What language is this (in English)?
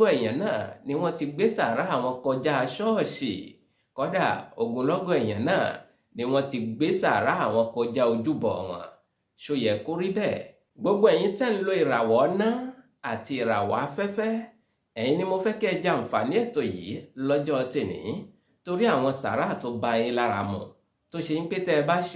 Yoruba